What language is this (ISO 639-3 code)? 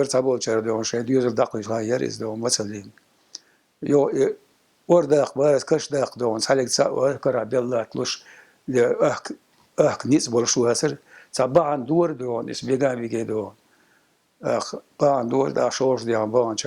che